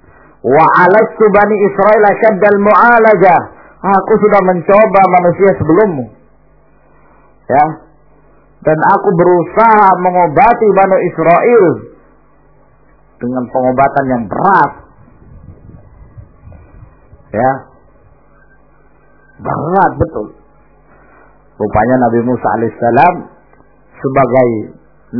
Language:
Indonesian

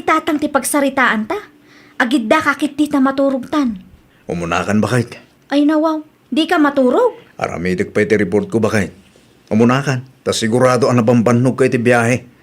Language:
Iloko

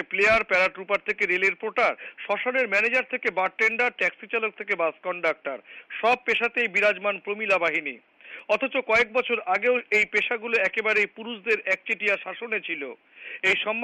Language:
Bangla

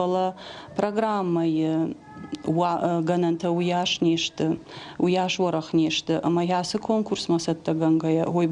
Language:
Ossetic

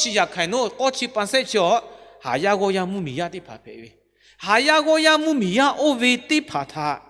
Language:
Lahu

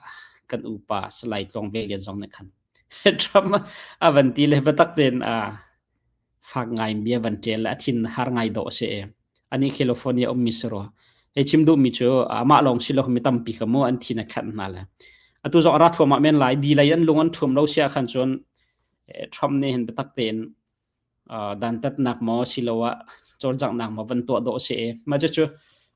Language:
Hakha Chin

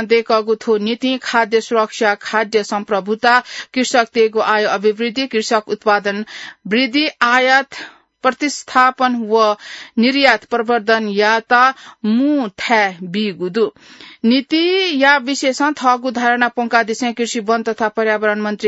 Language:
Newari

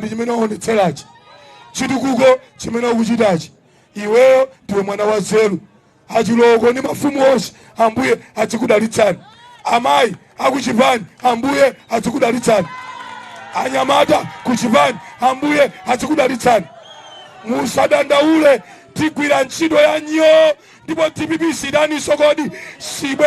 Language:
Nyanja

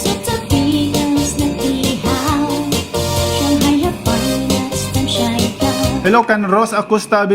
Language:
Waray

